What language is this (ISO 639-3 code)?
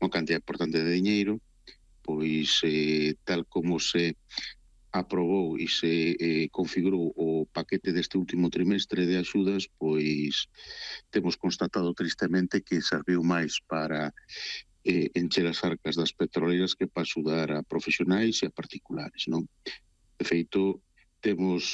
glg